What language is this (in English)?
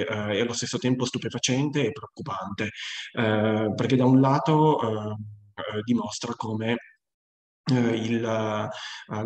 Italian